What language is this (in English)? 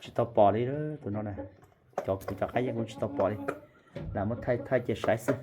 Hmong